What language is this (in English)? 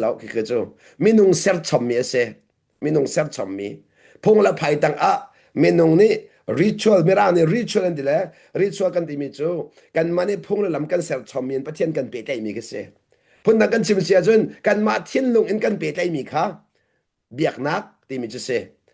Hakha Chin